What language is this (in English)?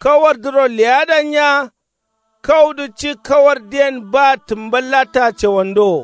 Kanuri